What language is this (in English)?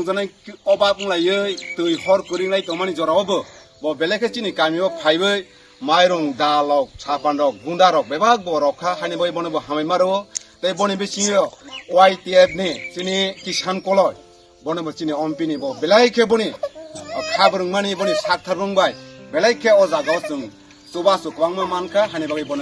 Kok Borok